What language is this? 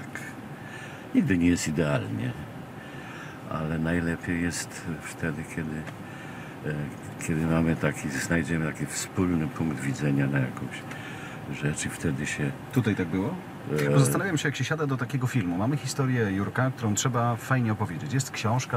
Polish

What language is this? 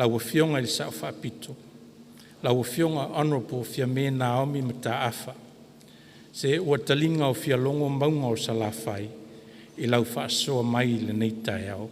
Samoan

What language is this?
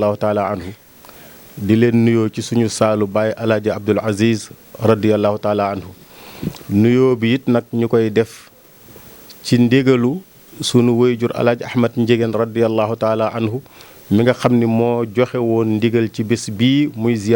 Wolof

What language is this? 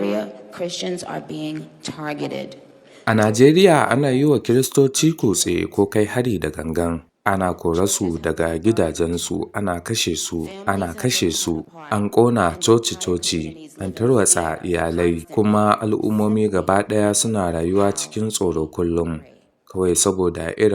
Hausa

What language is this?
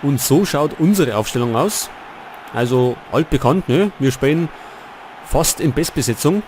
Bavarian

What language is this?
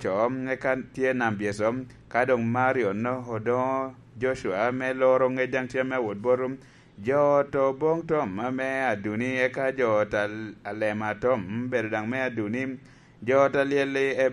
Lango (Uganda)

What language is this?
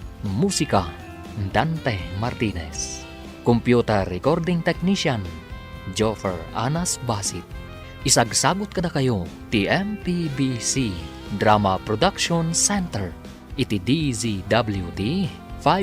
Iloko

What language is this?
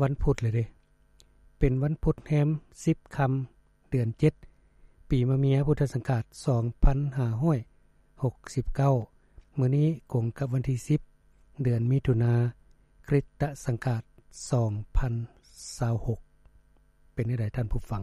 Lao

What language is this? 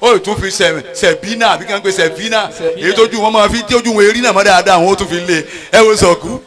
Yoruba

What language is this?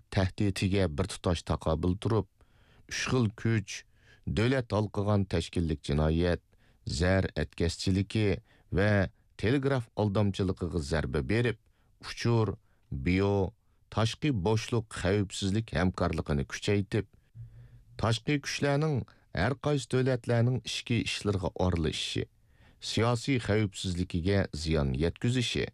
Uyghur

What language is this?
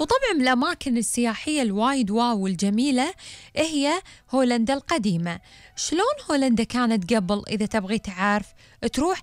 Gulf Arabic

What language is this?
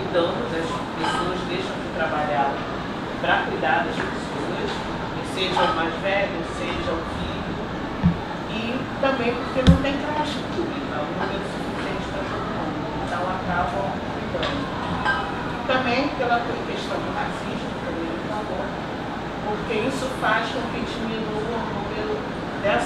Portuguese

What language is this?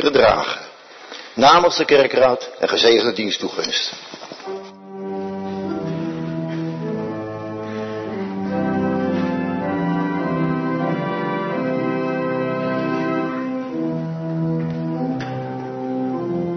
Dutch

